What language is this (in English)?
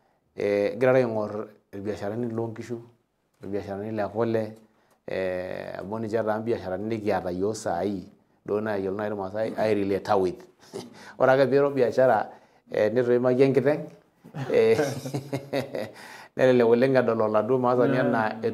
Masai